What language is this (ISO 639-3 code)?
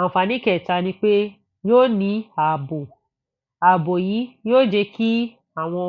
yor